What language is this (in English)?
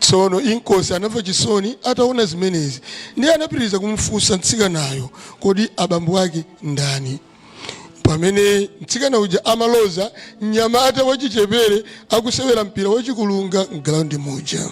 Nyanja